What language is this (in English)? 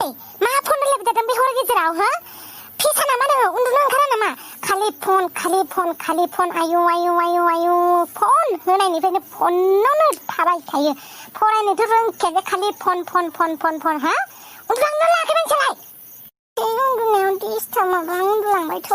Bodo